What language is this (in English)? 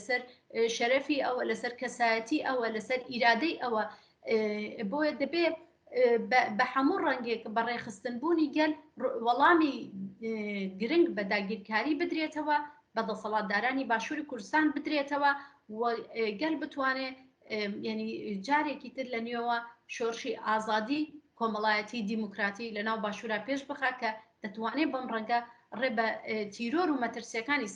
Central Kurdish